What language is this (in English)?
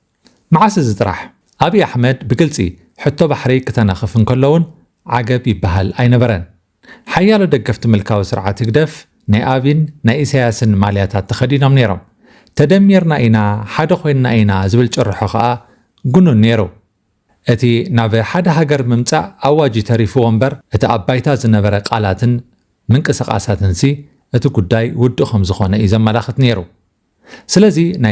Tigrinya